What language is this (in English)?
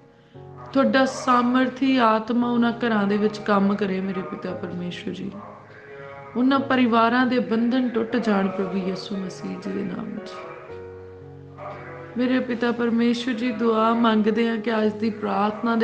Punjabi